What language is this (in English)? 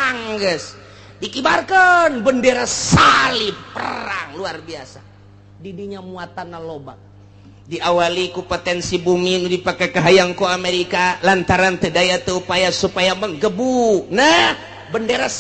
Sundanese